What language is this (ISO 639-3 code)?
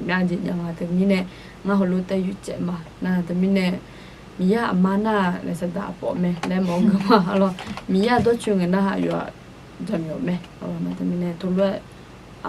ahk